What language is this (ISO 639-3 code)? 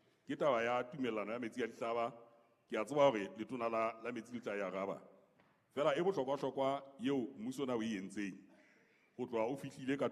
sot